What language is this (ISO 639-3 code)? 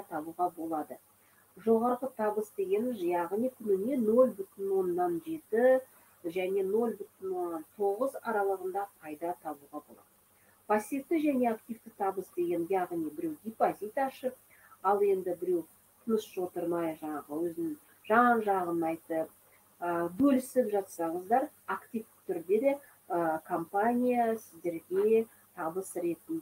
kaz